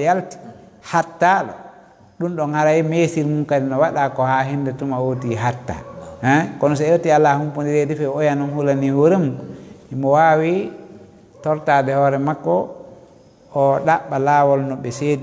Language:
Fula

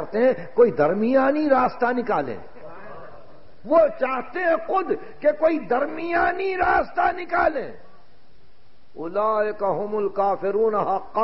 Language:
Urdu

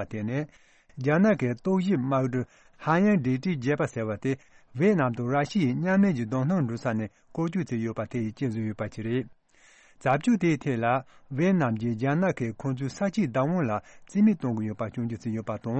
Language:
Tibetan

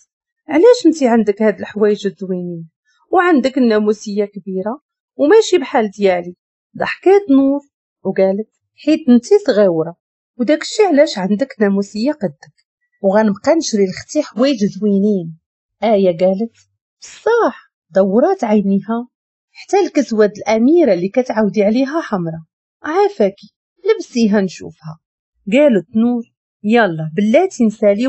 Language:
Moroccan Arabic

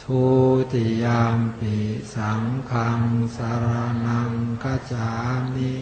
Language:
Pali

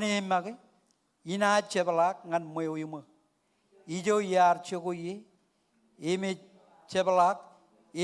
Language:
Marshallese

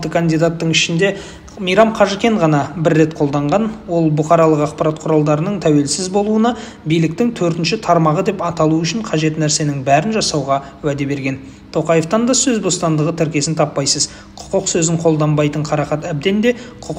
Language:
Kazakh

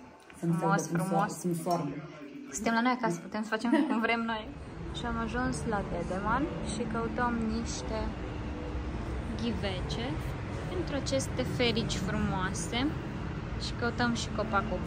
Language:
Romanian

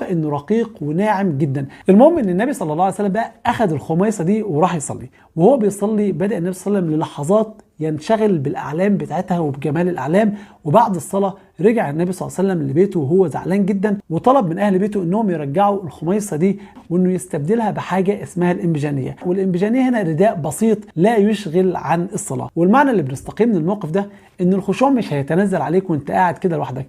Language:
Egyptian Arabic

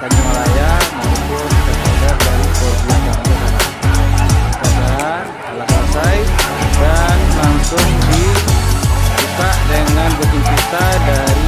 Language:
Minangkabau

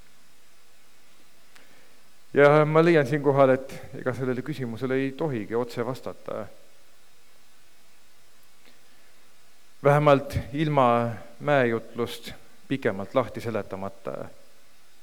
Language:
Estonian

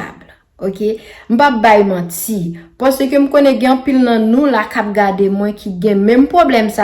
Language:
Haitian Creole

